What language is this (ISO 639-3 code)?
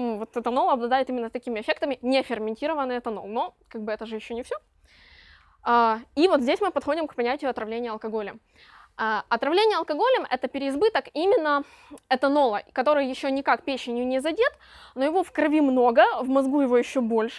rus